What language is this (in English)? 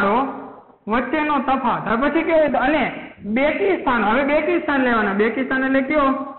Gujarati